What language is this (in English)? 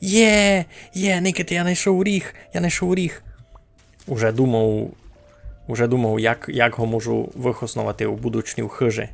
Rusyn